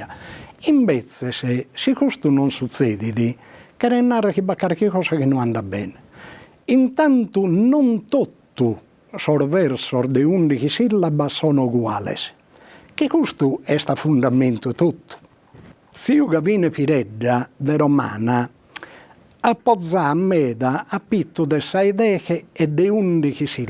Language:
Sardinian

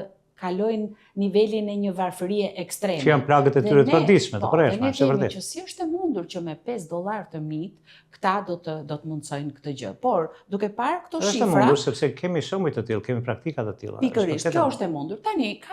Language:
Albanian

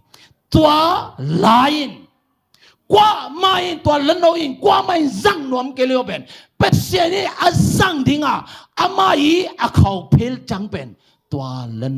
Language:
Tedim Chin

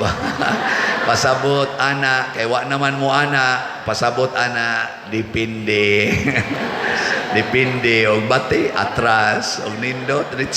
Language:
Cebuano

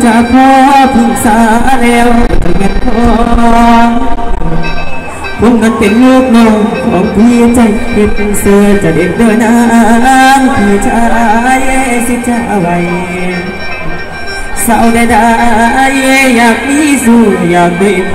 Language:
Thai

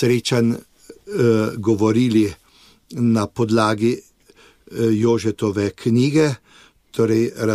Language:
Slovenian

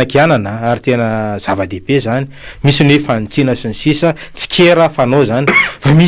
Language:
Malagasy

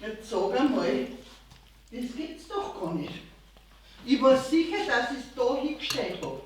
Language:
Bavarian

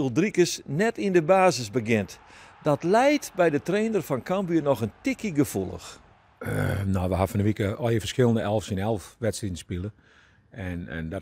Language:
Western Frisian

